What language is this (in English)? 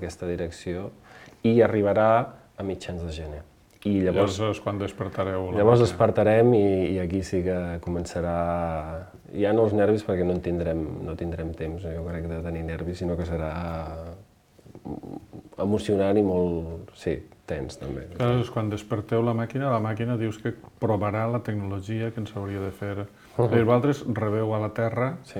Catalan